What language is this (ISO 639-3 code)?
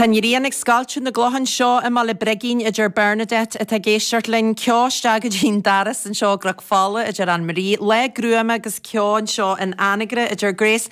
gle